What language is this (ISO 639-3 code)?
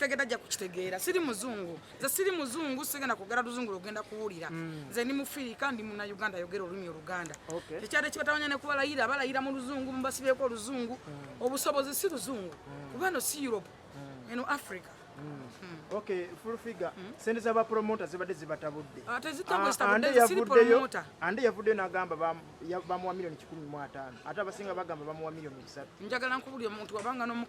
lug